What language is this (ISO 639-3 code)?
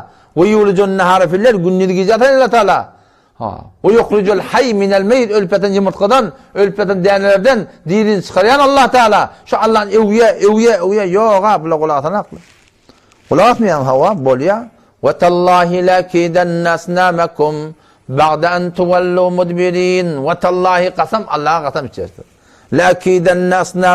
tuk